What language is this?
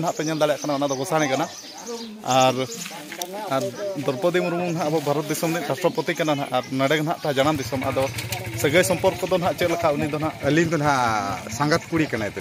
Santali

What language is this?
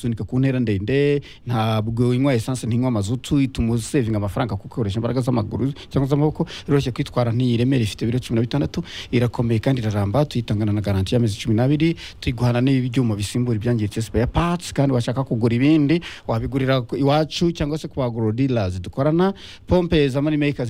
Kinyarwanda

